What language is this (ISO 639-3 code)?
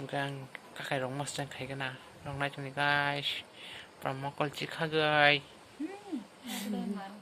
trp